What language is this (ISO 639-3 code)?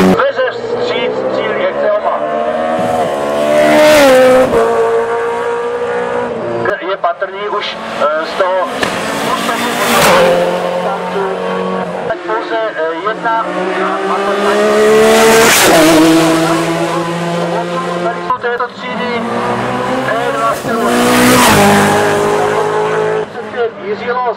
ces